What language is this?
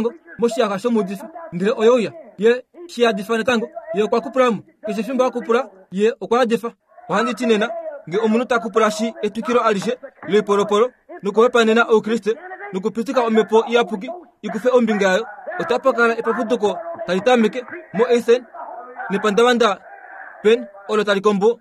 Kuanyama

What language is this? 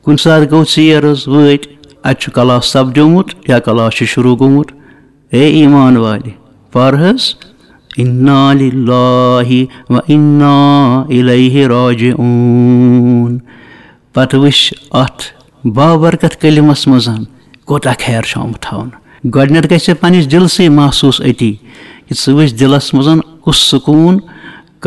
Kashmiri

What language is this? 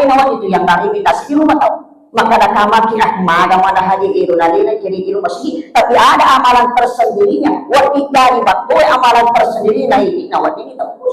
Buginese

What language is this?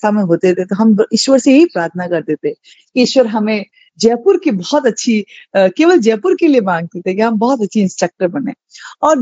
Hindi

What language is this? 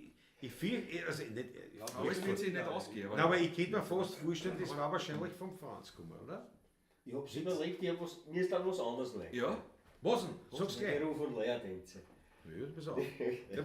Bavarian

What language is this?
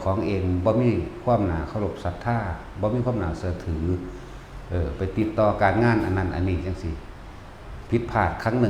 Northeastern Thai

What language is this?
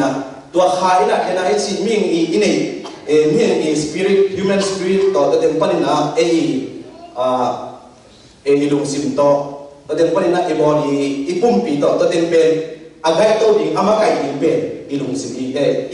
Tedim Chin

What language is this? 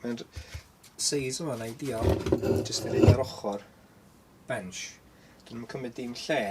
Welsh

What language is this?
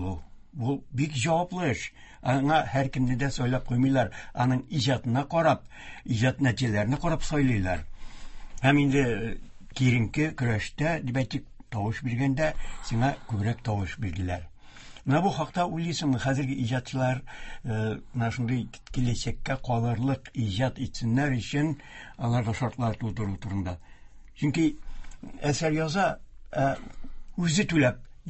Tatar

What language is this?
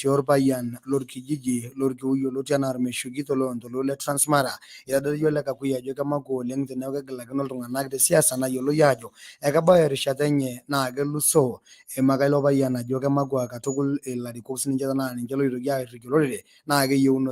Masai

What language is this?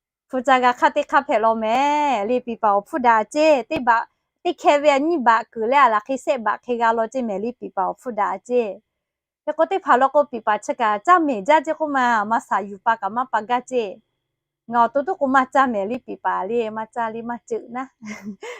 Lahu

